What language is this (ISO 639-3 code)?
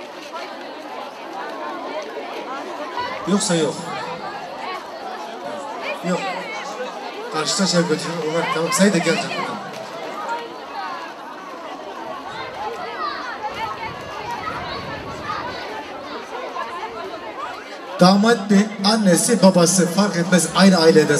tur